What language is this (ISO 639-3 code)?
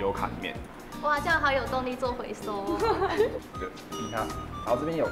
zho